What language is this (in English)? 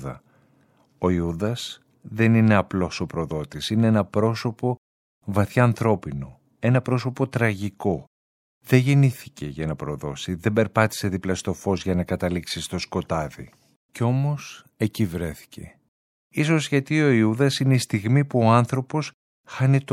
Greek